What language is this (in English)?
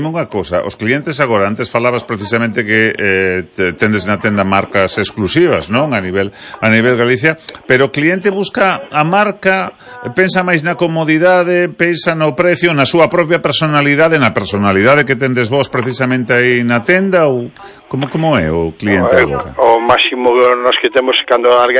Galician